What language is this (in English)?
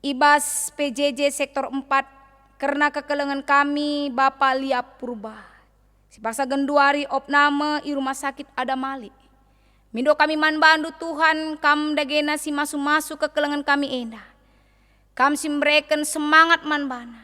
Batak Karo